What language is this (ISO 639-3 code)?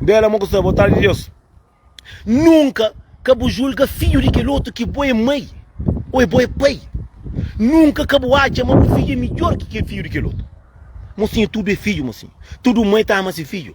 kea